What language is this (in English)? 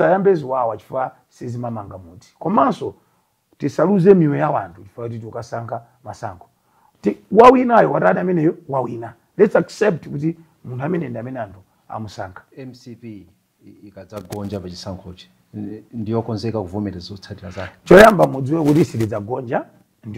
Nyanja